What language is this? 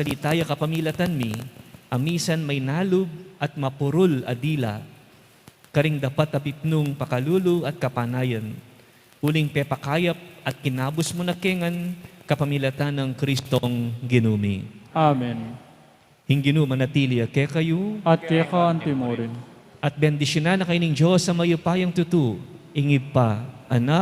Pampanga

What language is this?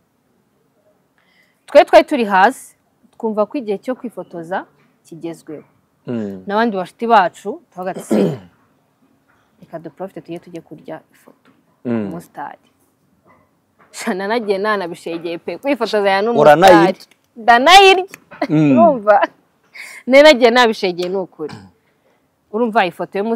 Kinyarwanda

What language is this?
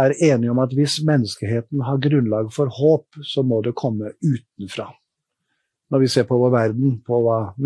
Norwegian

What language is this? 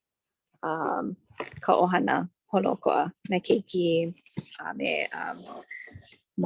Hawaiian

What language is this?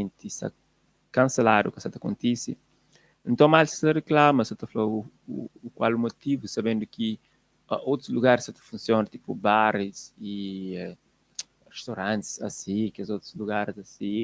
Kabuverdianu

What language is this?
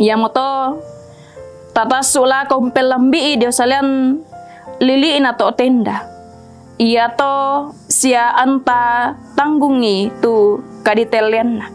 Toraja-Sa'dan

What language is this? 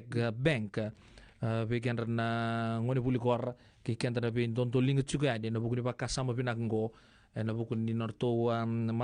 Fijian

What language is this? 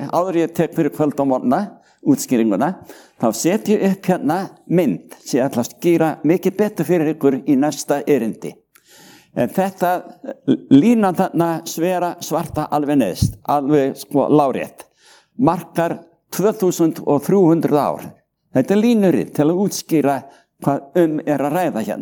Icelandic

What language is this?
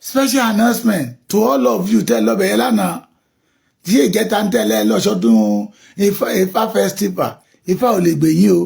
Yoruba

